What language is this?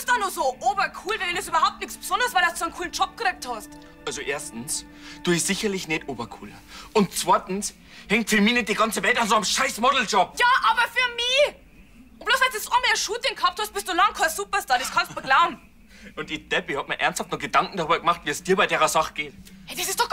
Bavarian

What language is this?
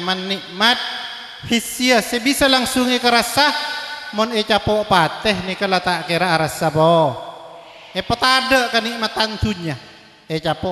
Madurese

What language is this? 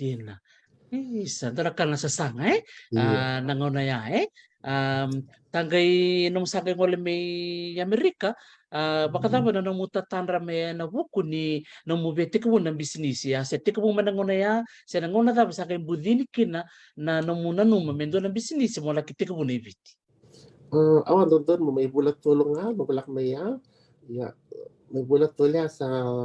Fijian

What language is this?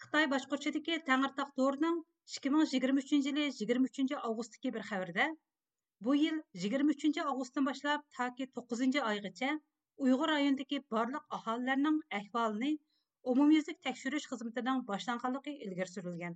Uyghur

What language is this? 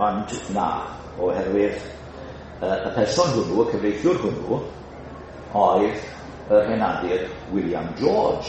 Welsh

